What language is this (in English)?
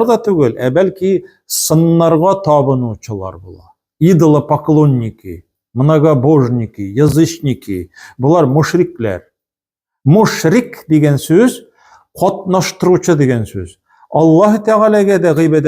Tatar